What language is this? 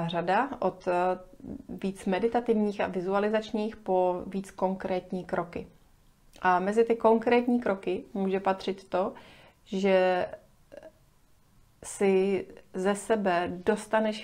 Czech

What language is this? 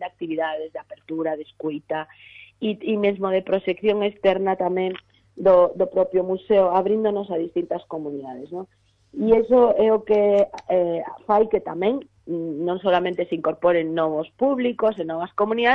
Galician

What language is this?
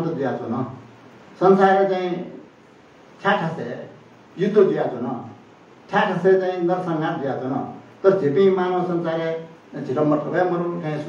Newari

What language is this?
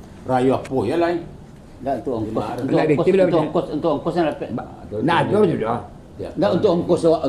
Minangkabau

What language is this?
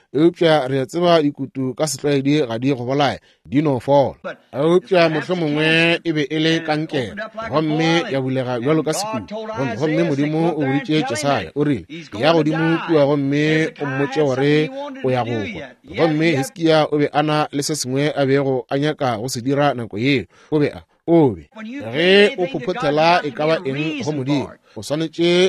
Northern Sotho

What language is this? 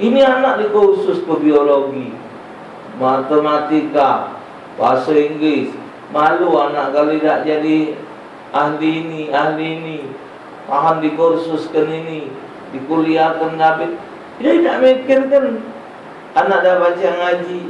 Musi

